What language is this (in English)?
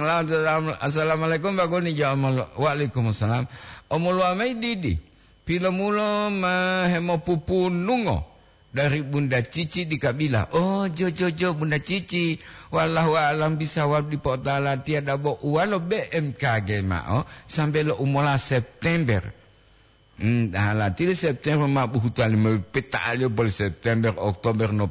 Gorontalo